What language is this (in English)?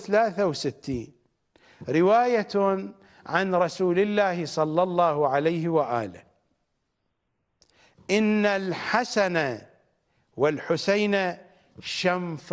Arabic